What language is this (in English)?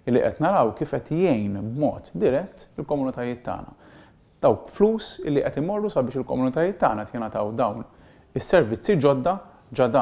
Maltese